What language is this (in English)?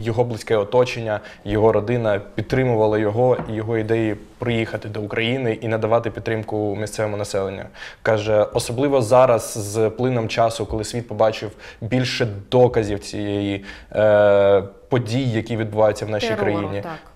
Ukrainian